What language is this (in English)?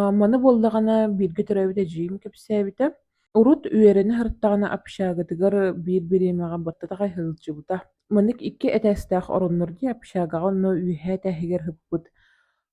Yakut